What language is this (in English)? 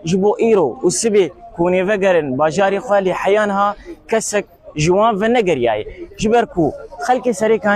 Kurdish